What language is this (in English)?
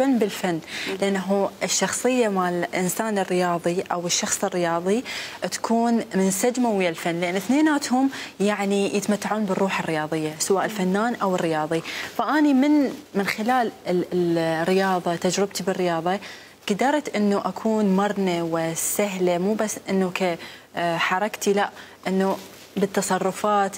Mesopotamian Arabic